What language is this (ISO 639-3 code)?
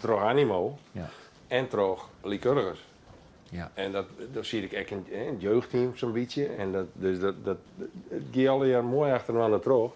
fry